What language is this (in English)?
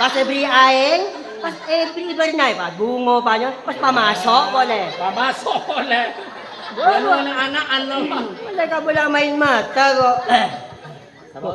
Madurese